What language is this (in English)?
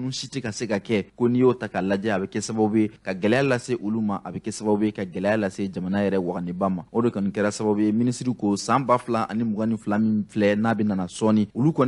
Bambara